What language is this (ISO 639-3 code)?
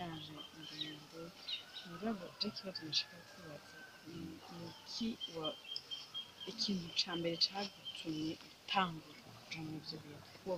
run